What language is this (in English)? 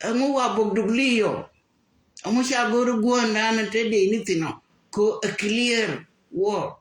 Nuer